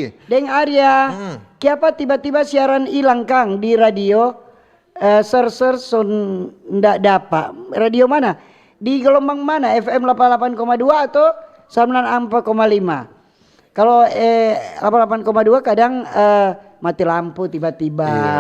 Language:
Manado Malay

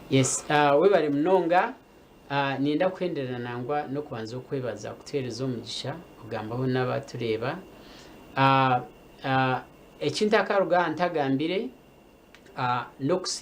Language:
Nyankole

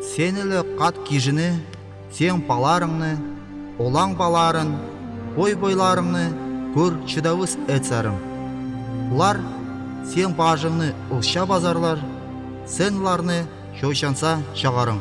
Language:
Northern Altai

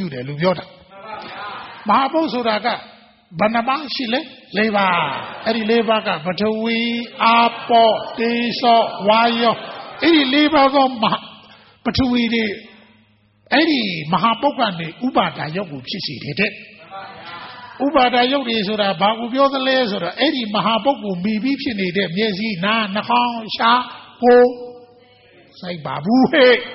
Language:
Burmese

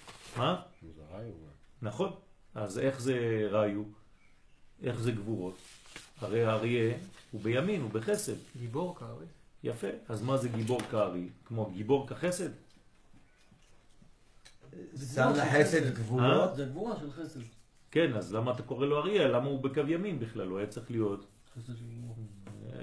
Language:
Hebrew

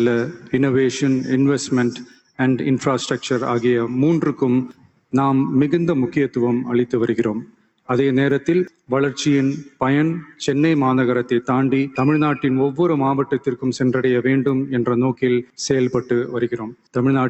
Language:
Tamil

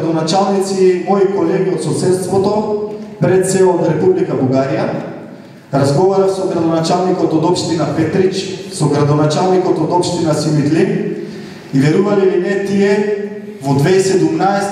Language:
Macedonian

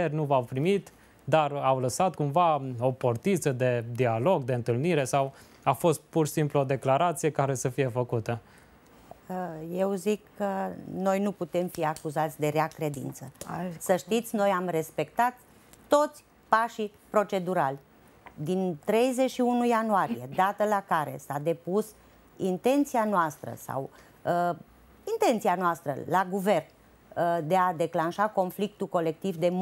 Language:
Romanian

